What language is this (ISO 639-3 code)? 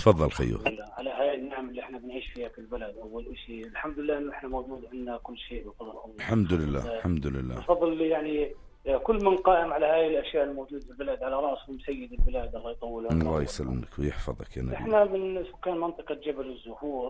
apc